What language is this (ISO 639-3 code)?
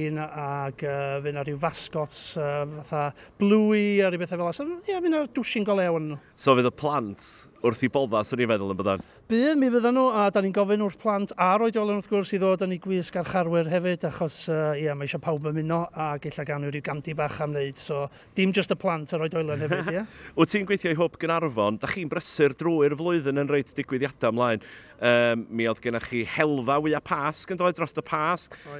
cym